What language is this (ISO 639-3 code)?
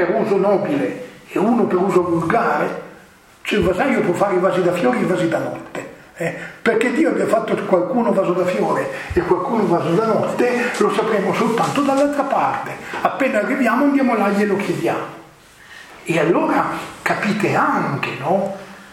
ita